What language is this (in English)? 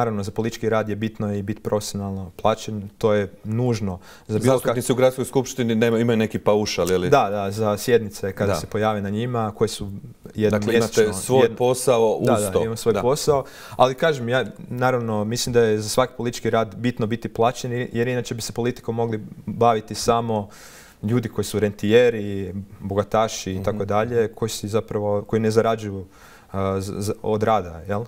Croatian